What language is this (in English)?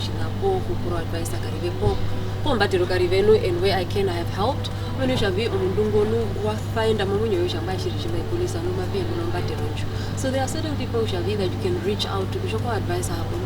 Herero